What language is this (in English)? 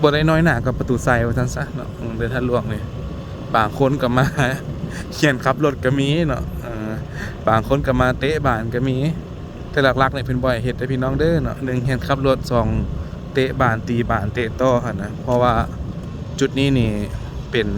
Lao